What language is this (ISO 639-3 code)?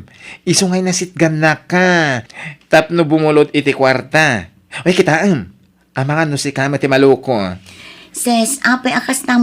ilo